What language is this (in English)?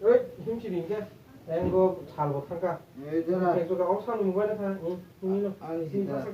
Kok Borok